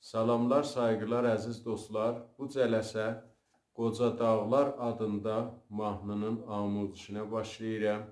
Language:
South Azerbaijani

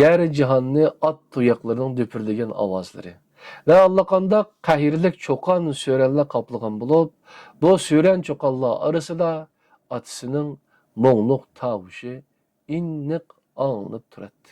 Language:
Uyghur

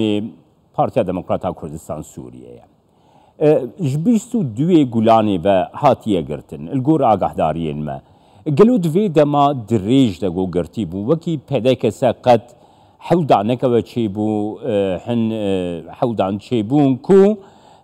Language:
Kurdish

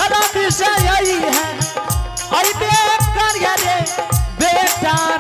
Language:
Angika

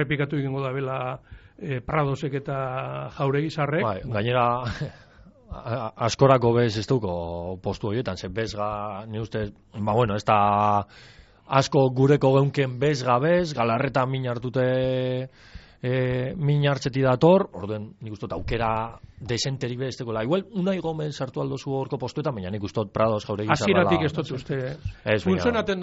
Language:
Basque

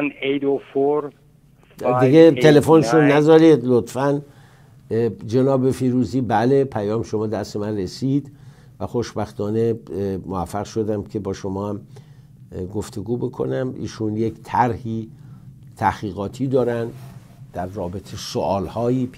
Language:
Persian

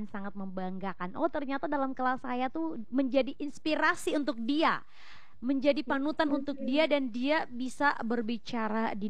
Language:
Indonesian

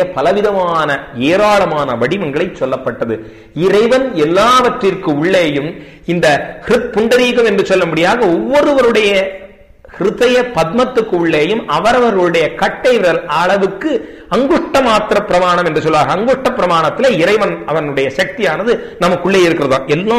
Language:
Tamil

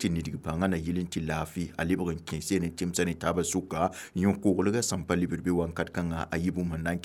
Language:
Mossi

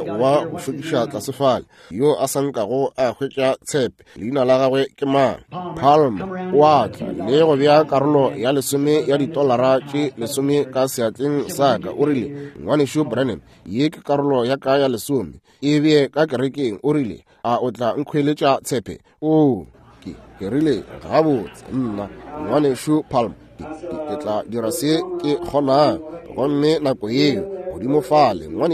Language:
Northern Sotho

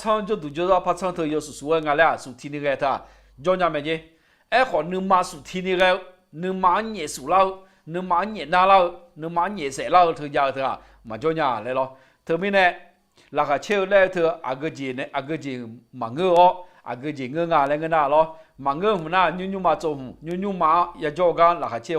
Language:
Akha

